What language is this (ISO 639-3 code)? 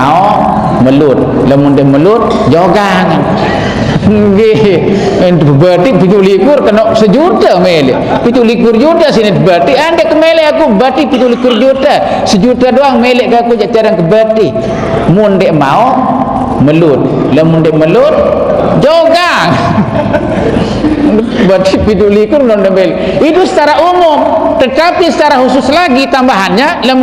sas